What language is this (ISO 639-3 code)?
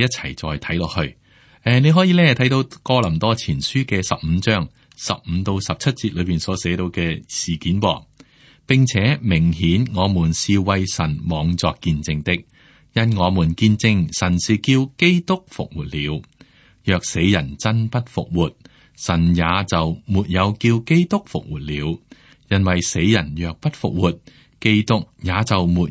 yue